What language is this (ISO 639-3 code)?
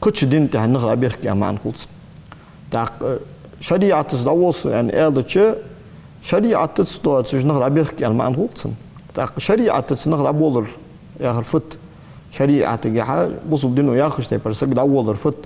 inh